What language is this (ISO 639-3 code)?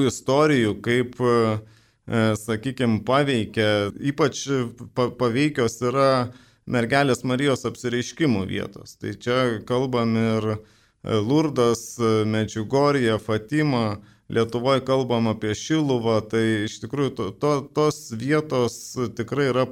lit